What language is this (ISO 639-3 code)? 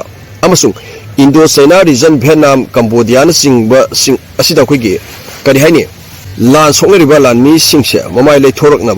mni